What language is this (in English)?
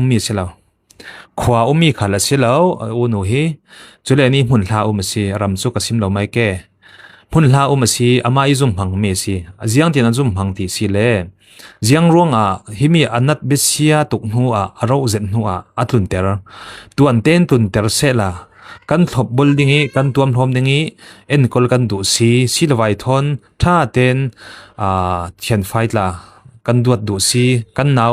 Falam Chin